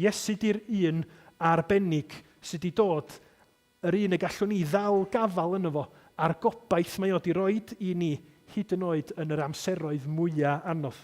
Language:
Welsh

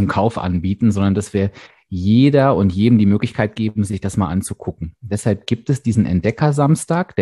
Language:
German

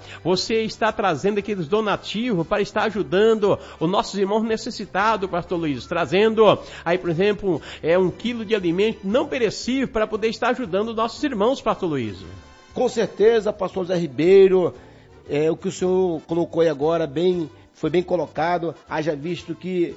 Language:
Portuguese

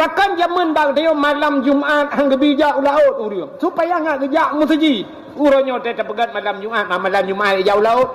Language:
Achinese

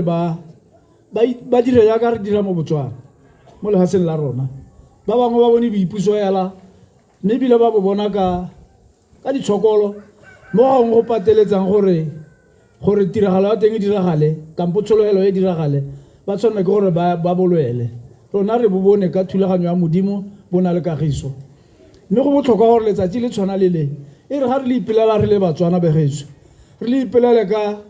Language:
Tswana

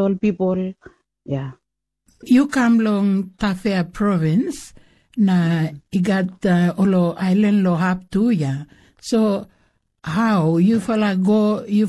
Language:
Bislama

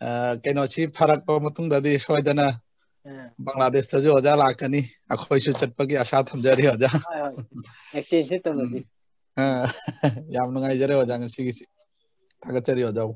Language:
Manipuri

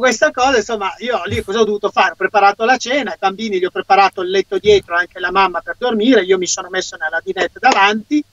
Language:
Italian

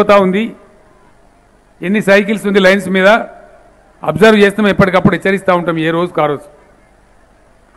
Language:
Telugu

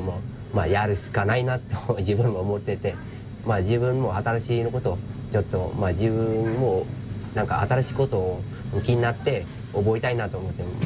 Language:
Japanese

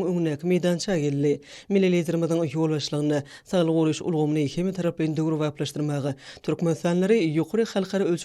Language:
Turkmen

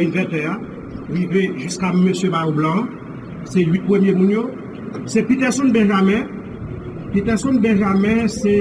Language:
Haitian Creole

